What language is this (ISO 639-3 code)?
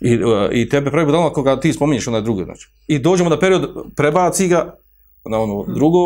bos